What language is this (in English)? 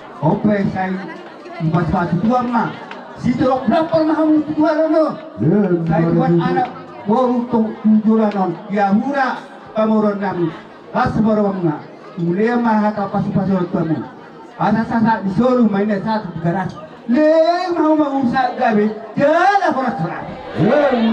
Batak Toba